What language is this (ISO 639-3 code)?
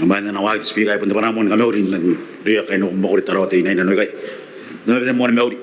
gil